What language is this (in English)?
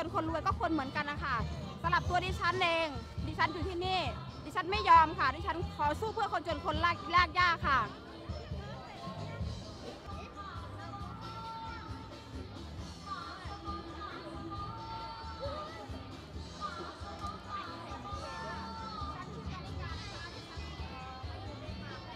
Thai